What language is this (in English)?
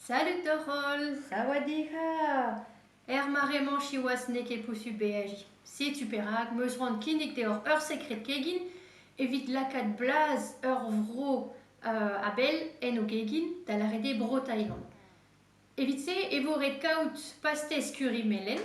Breton